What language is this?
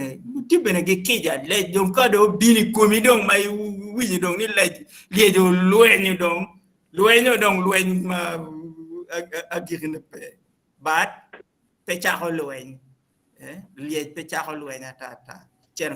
Acoli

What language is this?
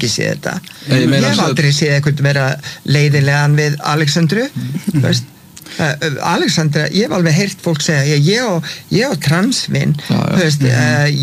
Icelandic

